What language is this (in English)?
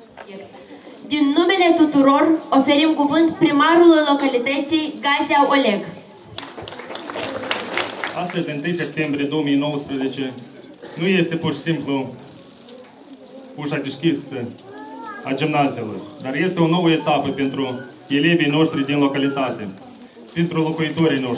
Romanian